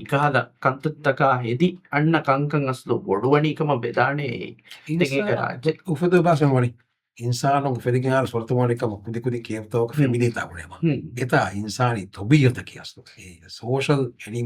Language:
Divehi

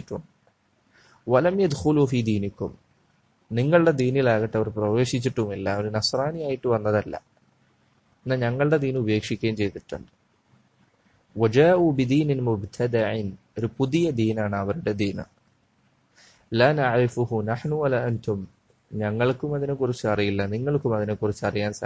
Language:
Malayalam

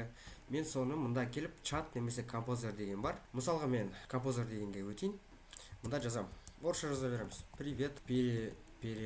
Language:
Kazakh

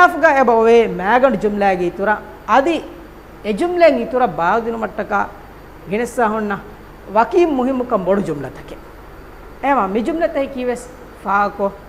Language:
Divehi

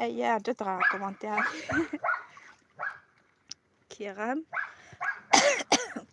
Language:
Kabyle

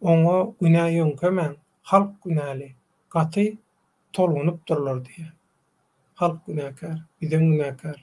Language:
Turkmen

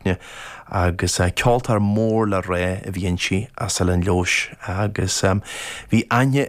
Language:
Irish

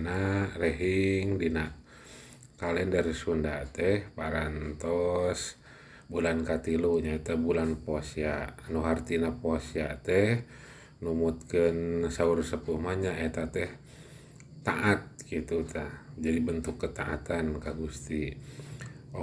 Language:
Sundanese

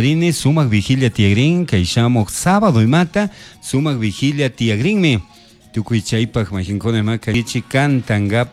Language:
Chimborazo Highland Quichua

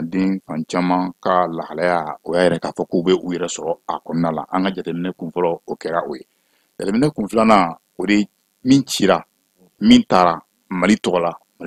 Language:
Bambara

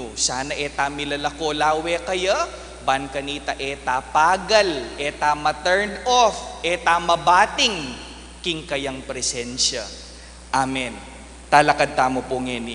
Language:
Pampanga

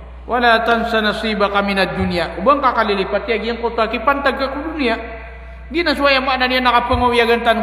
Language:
Maranao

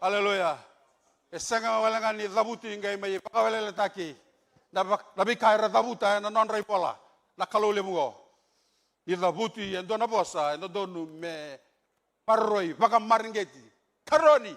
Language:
Fijian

